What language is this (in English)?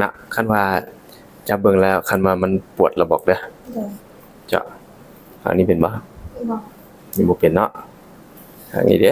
Lao